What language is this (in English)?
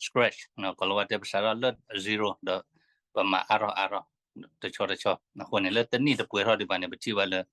S'gaw Karen